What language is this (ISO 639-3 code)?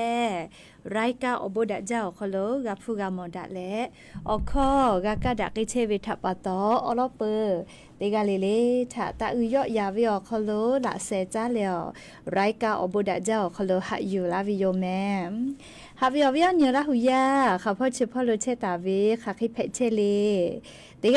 lhu